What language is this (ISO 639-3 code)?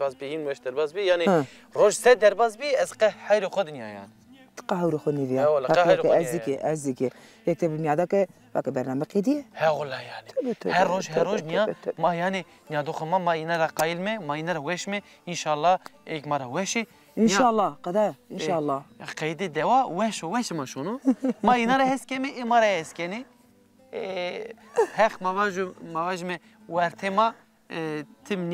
zza